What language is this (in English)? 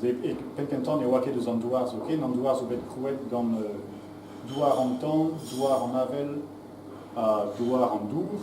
Breton